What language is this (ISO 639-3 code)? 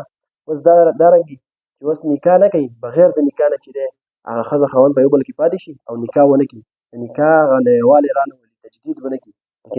pus